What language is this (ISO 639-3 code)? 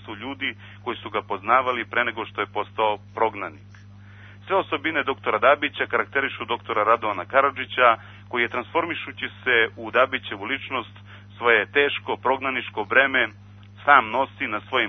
srp